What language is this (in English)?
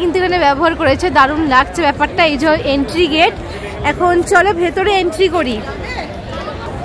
Bangla